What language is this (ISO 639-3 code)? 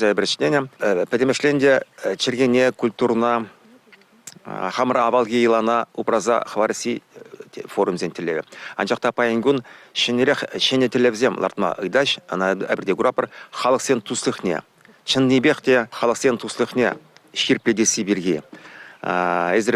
chv